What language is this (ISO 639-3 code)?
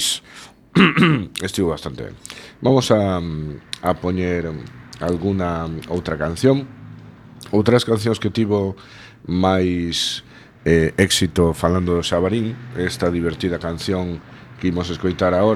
glg